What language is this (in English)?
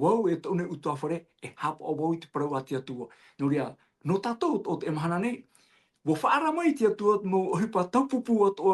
Tahitian